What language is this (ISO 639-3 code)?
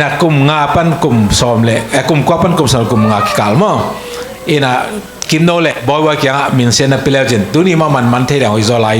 ctd